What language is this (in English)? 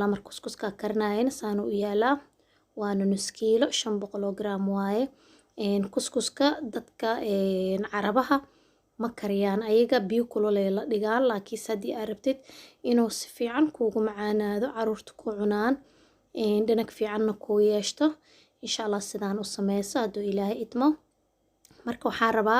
Somali